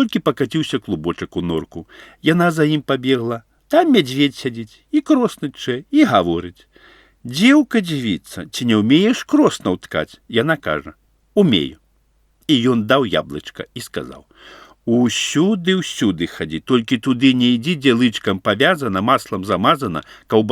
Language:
Belarusian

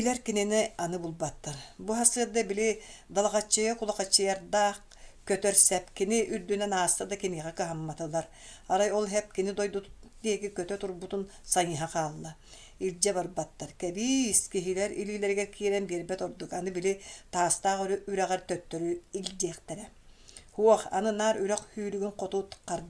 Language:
Yakut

